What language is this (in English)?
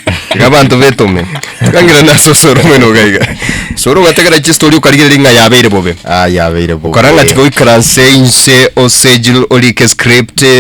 Gusii